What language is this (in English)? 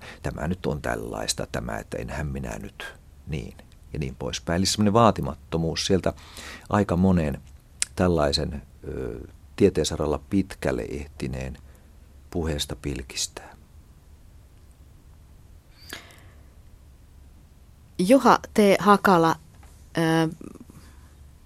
Finnish